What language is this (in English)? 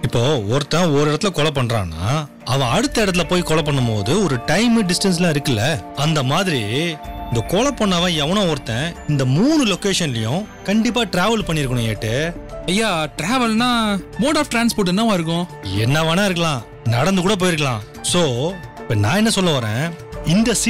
Tamil